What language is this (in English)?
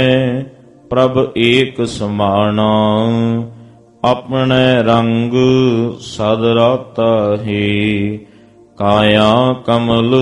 Punjabi